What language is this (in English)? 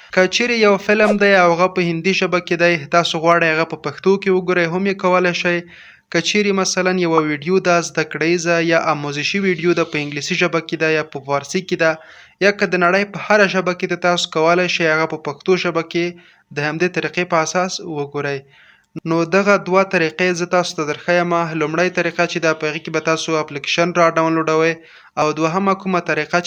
Pashto